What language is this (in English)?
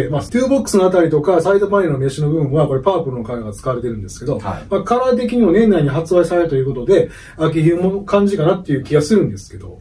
Japanese